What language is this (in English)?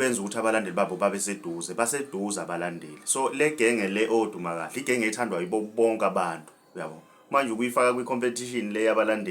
Zulu